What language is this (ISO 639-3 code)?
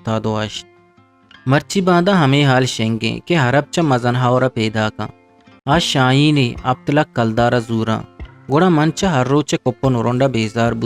bgp